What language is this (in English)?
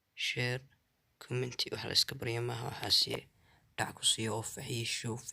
Somali